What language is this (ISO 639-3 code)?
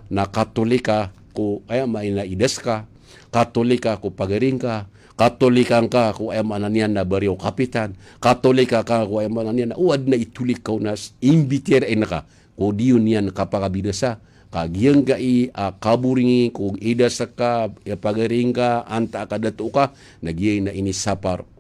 mrw